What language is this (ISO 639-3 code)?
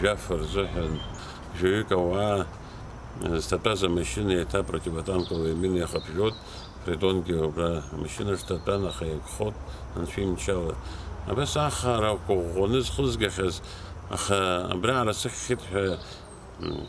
abk